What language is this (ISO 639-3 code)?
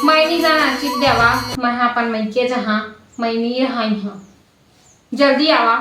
hne